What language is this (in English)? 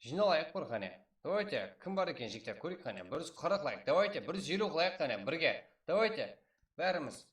Kara-Kalpak